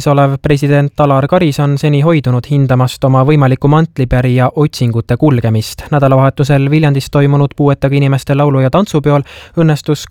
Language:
Estonian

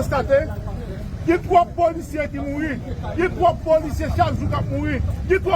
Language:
Haitian Creole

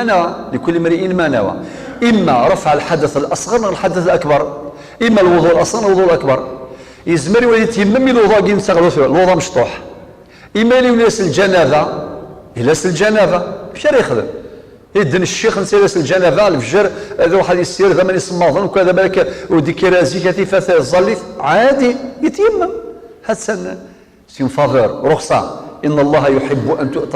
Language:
Kabyle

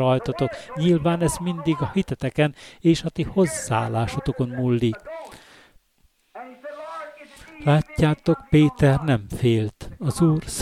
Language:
Hungarian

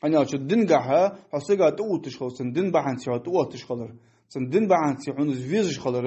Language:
Ingush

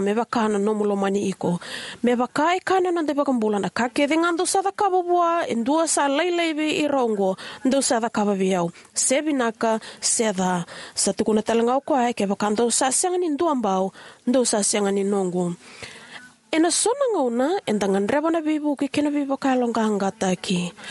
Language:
Fijian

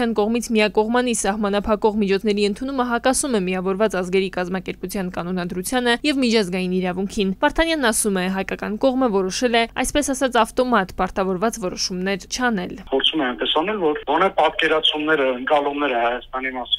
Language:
Armenian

